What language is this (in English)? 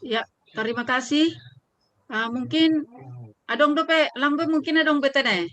Batak Simalungun